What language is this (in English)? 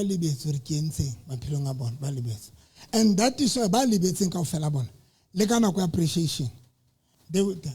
Southern Sotho